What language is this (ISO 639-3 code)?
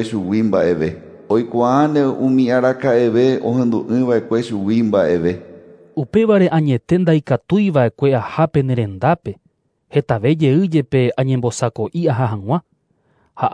grn